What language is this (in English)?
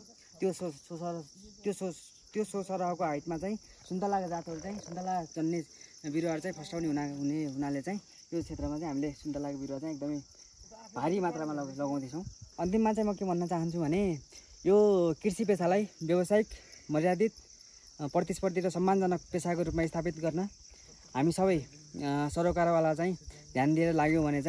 Nepali